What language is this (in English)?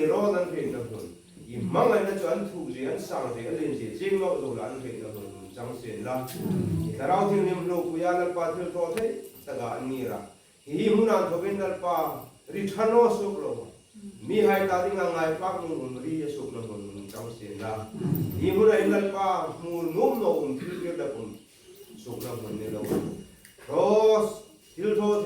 Hmar